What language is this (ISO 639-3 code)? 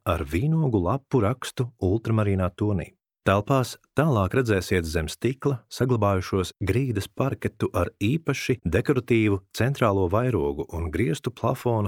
lav